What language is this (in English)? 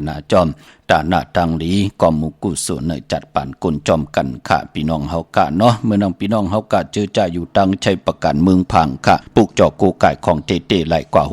Shan